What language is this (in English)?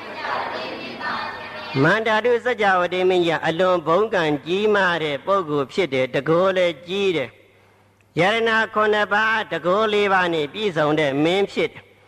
Burmese